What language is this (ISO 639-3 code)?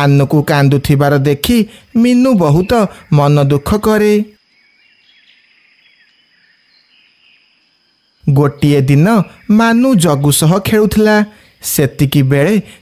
ori